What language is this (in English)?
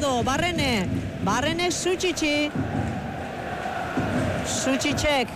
Basque